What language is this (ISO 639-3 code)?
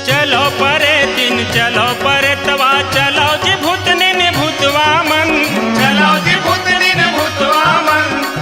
hne